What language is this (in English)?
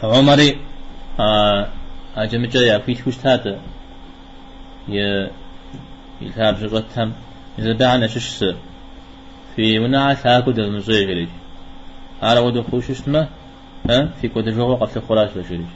Kabardian